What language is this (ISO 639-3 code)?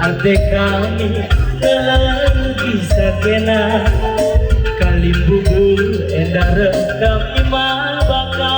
btx